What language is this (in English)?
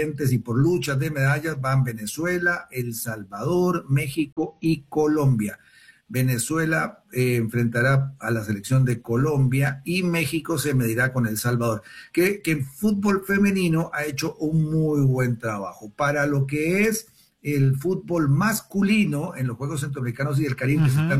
Spanish